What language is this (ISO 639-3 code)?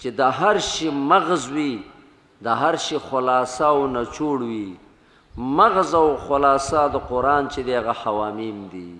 pus